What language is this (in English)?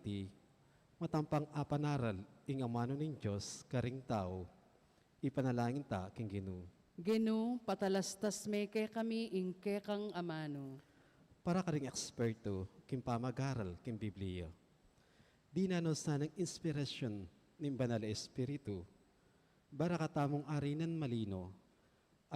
Pampanga